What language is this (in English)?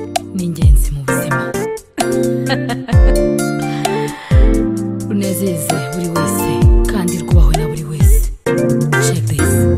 Kinyarwanda